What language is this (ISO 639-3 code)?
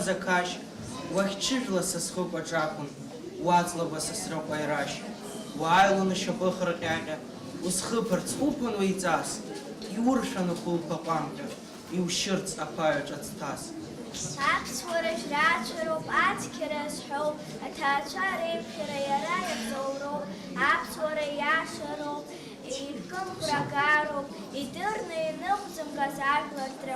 abk